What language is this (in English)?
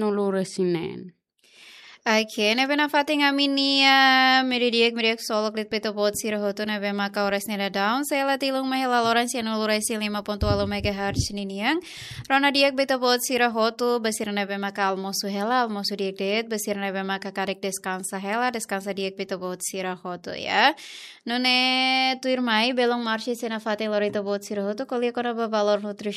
Tetum